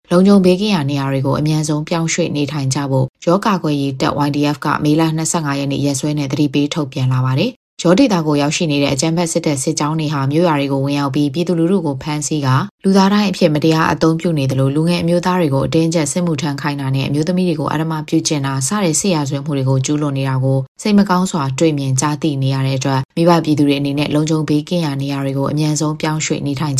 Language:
Burmese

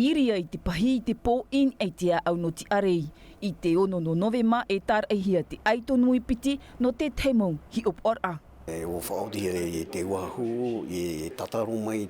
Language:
Tahitian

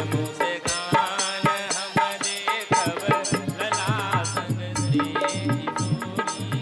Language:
Maithili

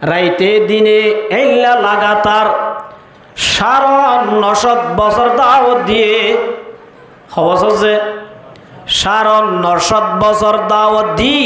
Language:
Rohingya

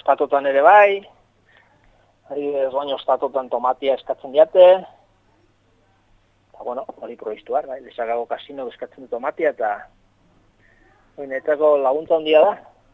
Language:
Basque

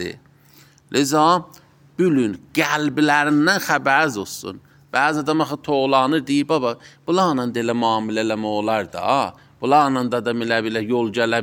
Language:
Azerbaijani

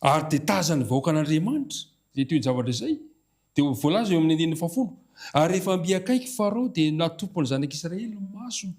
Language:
Malagasy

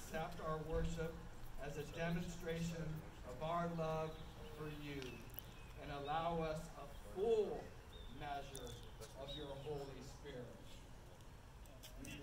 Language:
English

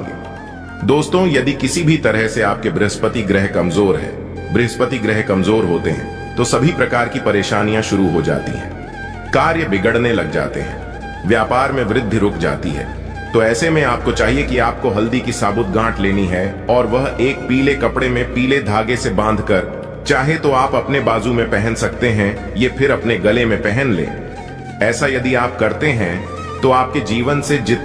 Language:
Hindi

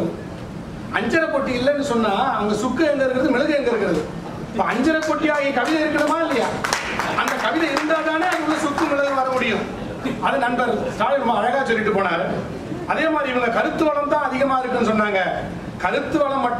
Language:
Tamil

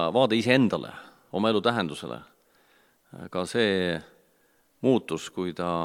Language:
Estonian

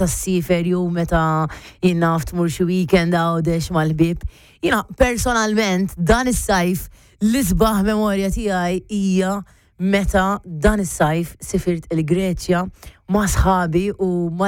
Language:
Maltese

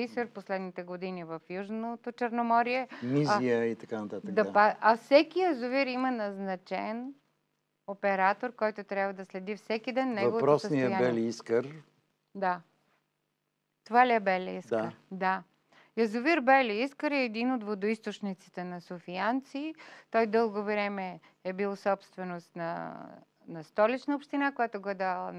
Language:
Bulgarian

